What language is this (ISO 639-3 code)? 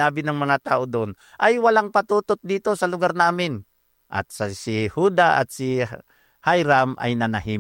fil